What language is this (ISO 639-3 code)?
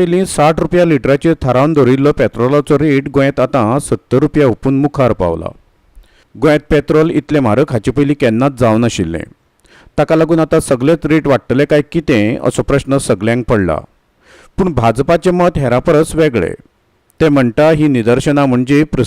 kok